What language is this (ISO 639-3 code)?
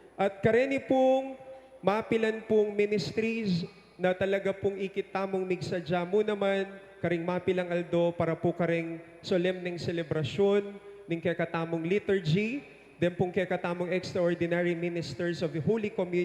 pam